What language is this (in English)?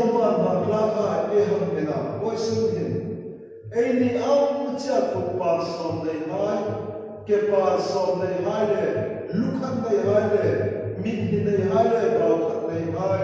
Hmar